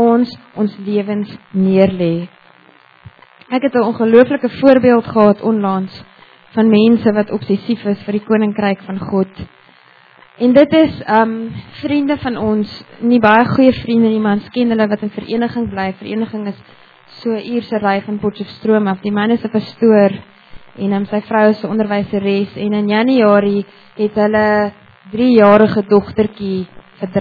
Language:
Afrikaans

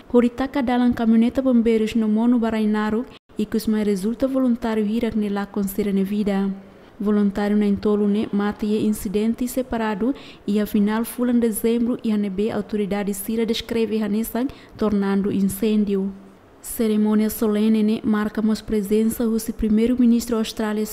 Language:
Tetum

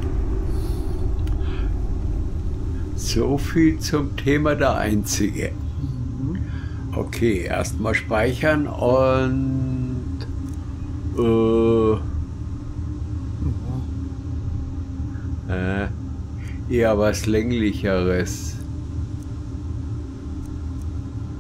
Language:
German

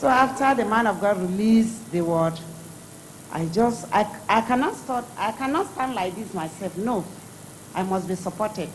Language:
Ewe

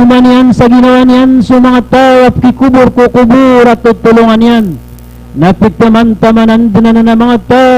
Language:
Maranao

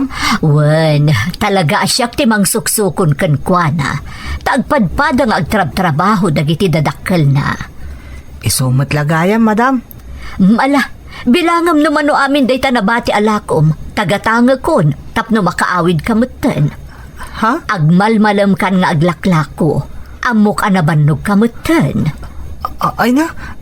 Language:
Iloko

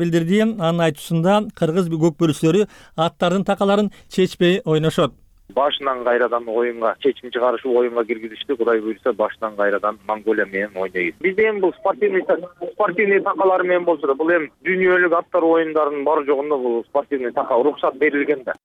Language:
Kyrgyz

